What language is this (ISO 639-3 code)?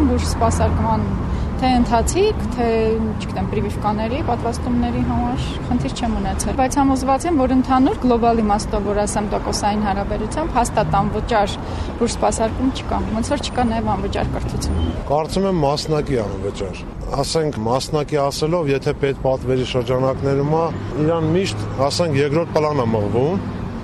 hye